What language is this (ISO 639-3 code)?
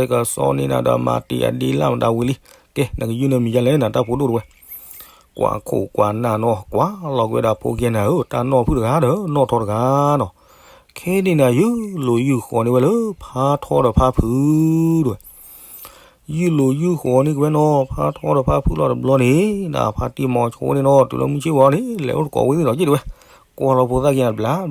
ksw